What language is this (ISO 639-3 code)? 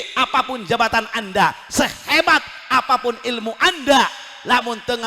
sun